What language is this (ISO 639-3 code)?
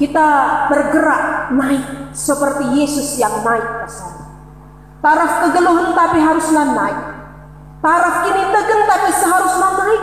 btx